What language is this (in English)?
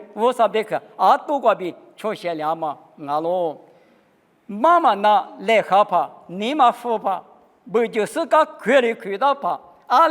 Lisu